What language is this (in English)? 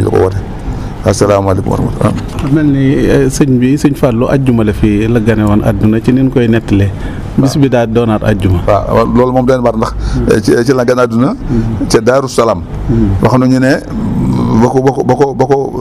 Wolof